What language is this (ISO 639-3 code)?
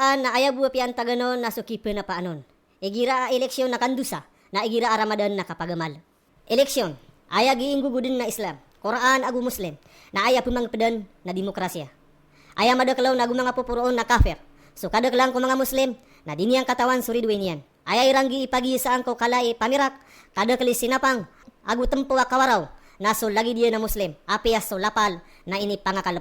mrw